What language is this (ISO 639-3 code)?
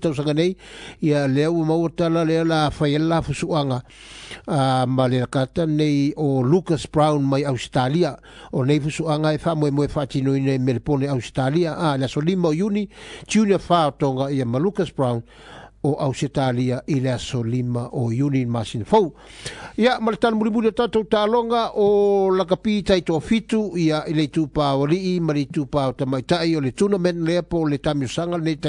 smo